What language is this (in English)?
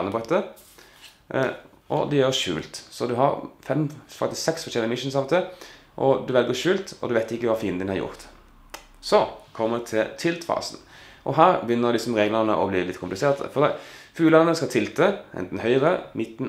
Norwegian